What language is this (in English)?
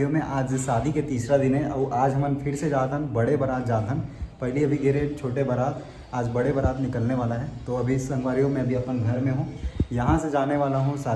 Chhattisgarhi